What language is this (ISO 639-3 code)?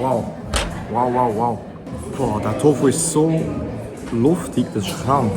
gsw